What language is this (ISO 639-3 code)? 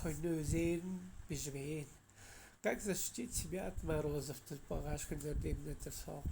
tyv